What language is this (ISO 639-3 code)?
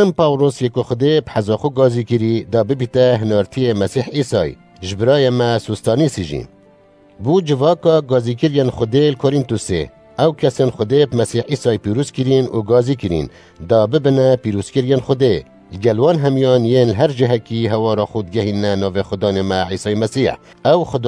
kur